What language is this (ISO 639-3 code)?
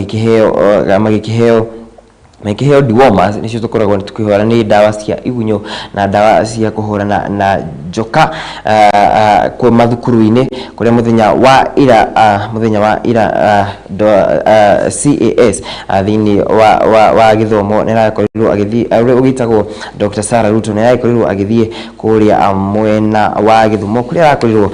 kik